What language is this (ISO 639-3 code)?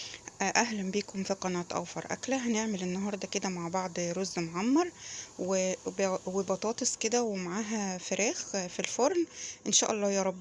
arz